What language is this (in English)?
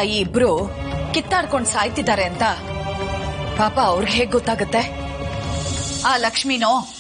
Kannada